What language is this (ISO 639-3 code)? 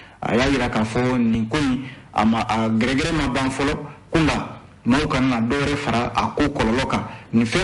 bam